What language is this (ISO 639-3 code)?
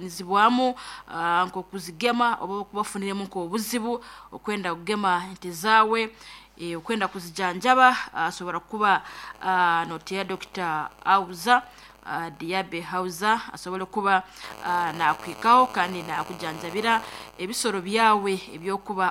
nyn